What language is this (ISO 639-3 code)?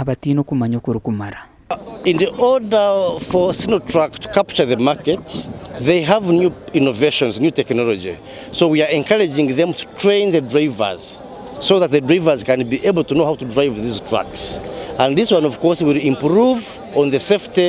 nyn